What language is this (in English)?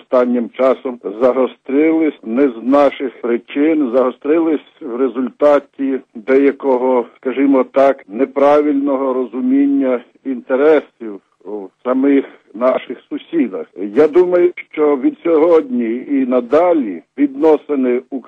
Ukrainian